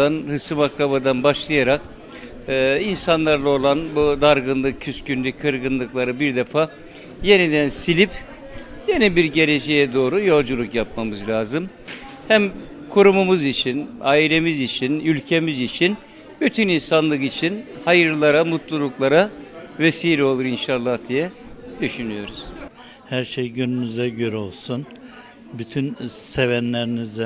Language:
Turkish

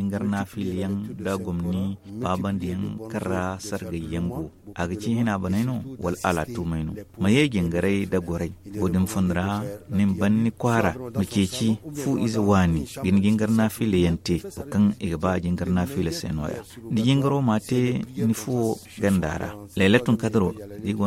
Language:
Zarma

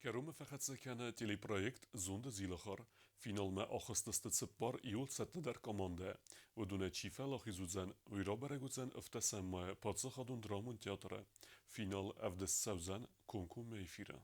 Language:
Ossetic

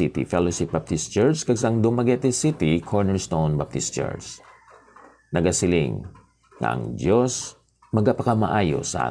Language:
Hiligaynon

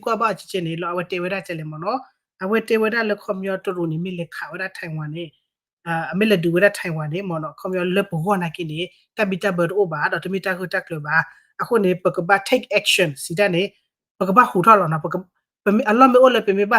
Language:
S'gaw Karen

